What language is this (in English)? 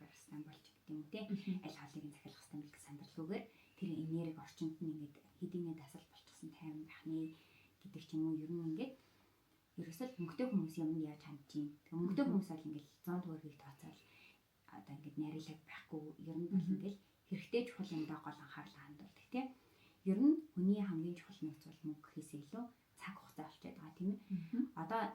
Mongolian